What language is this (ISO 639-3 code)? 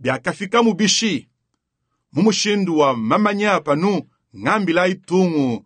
lua